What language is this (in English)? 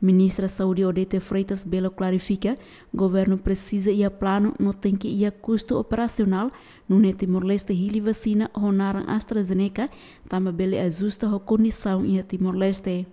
Tetum